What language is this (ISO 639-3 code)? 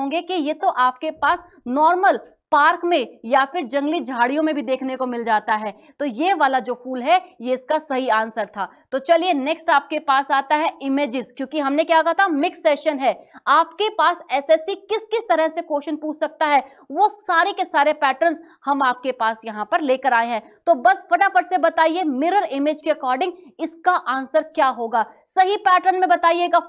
hin